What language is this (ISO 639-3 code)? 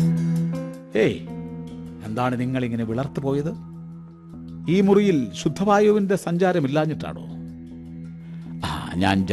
mal